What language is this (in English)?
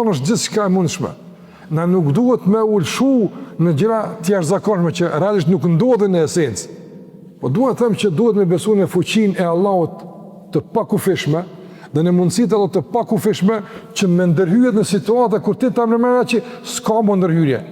Albanian